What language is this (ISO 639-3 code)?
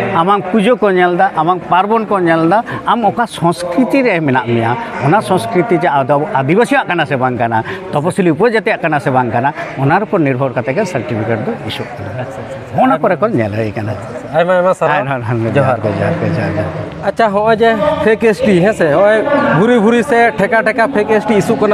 sat